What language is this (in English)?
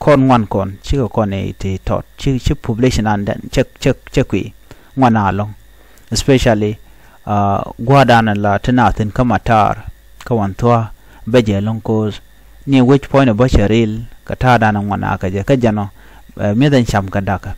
Nuer